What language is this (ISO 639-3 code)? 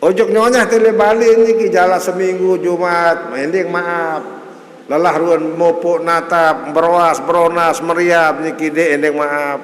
sas